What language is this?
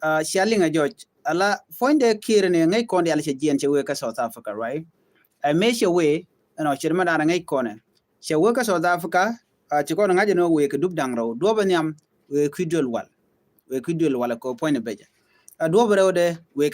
Nuer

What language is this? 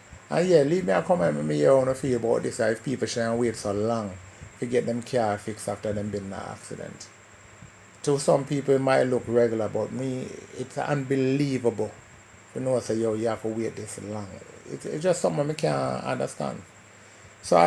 Jamaican Creole English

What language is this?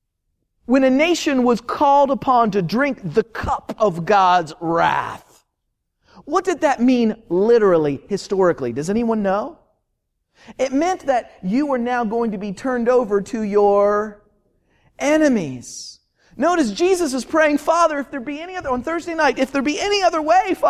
English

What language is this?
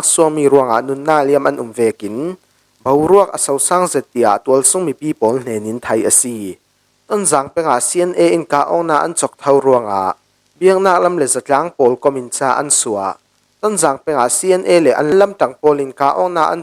Falam Chin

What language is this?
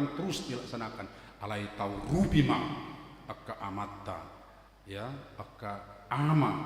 Batak Toba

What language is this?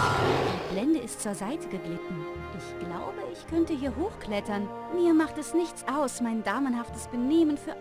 Bavarian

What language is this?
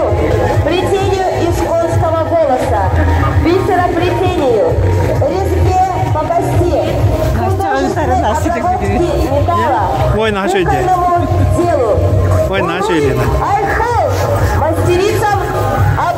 Yakut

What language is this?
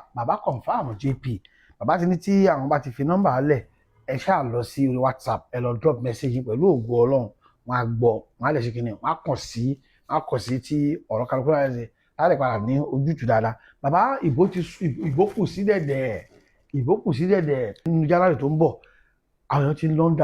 Yoruba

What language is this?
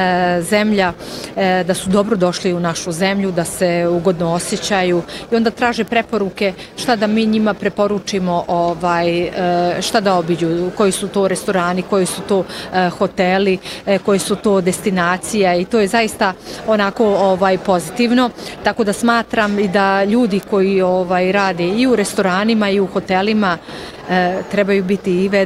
Bosnian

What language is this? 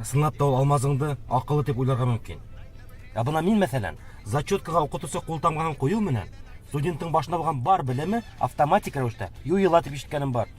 Bashkir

